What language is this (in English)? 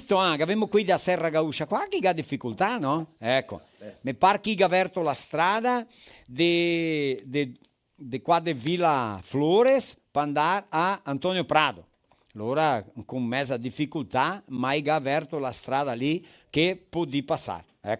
Venetian